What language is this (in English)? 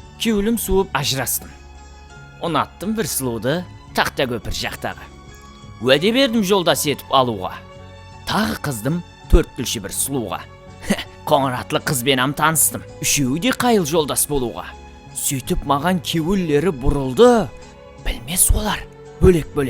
Kara-Kalpak